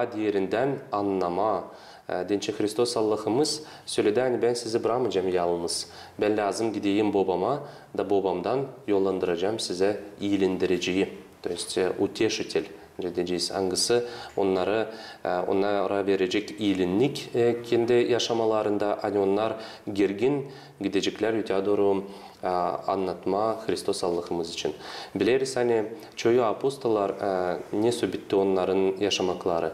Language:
Gagauz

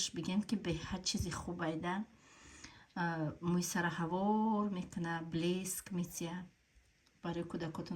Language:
Tajik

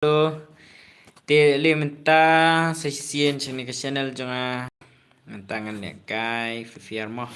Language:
Khasi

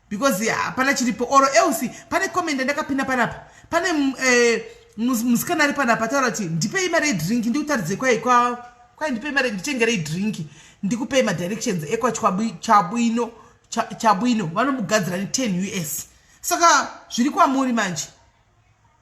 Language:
Shona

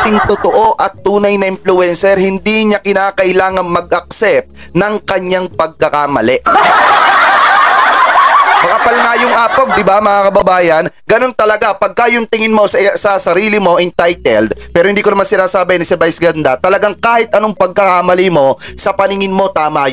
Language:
Filipino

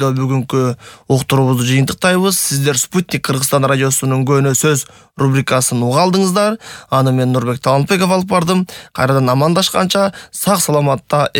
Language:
Kyrgyz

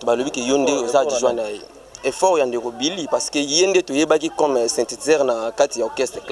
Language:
Lingala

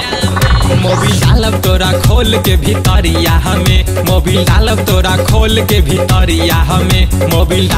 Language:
Bhojpuri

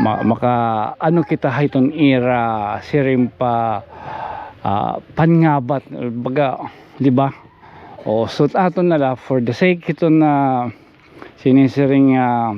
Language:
Waray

